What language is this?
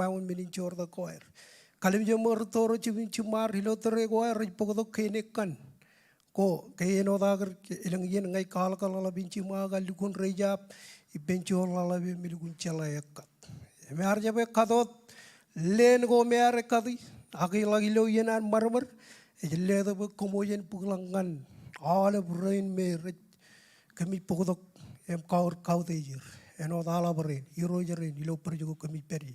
Marshallese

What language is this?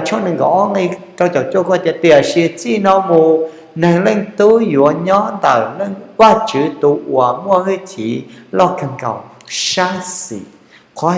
Hmong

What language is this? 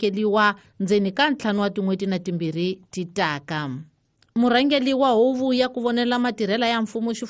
Tsonga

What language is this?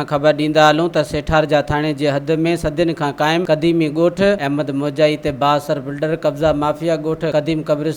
Sindhi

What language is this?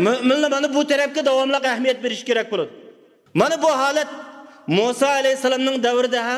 Uyghur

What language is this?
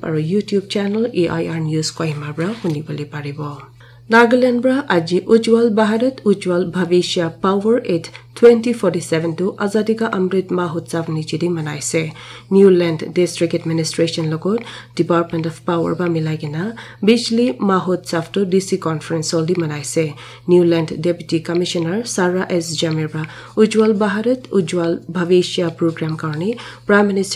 Naga Pidgin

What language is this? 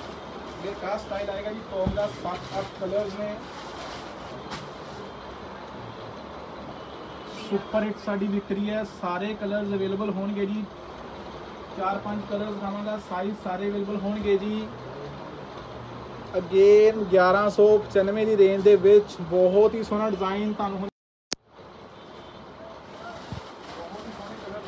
Punjabi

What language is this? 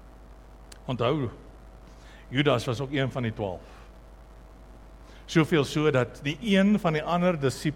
Afrikaans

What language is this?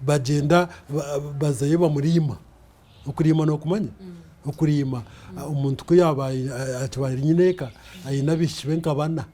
Nyankole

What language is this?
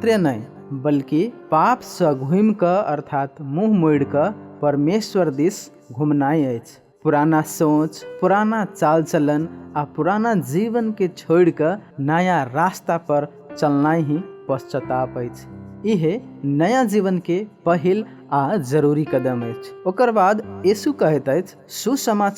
Maithili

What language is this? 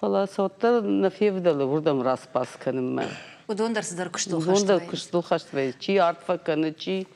Ossetic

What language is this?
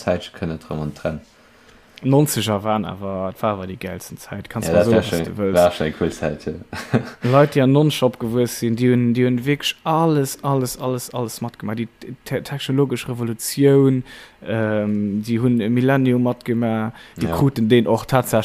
Luxembourgish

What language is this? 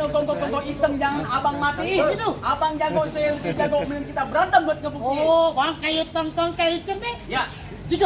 Betawi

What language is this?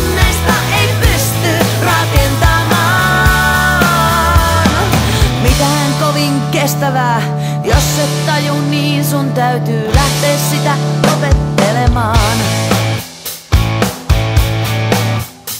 Finnish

